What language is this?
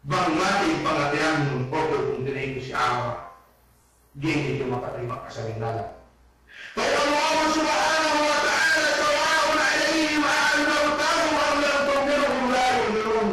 Yakan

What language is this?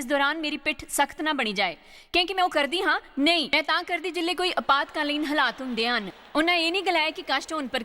Dogri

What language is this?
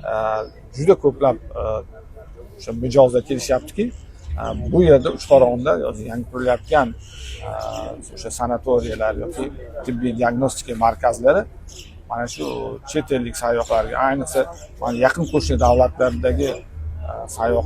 Uzbek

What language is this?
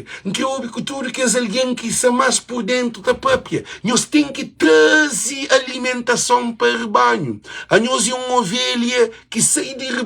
Kabuverdianu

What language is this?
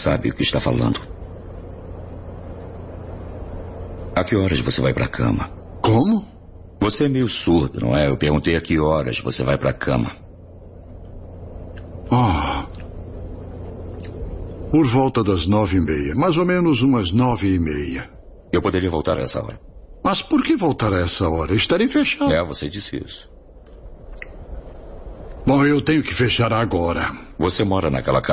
Portuguese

